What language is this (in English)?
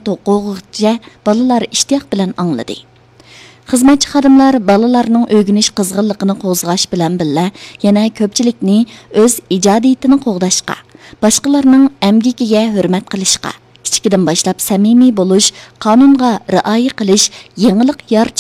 Uyghur